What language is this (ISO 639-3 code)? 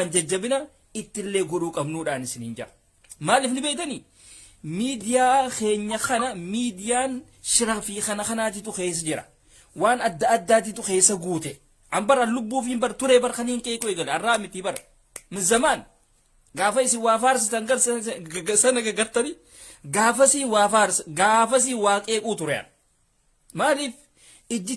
orm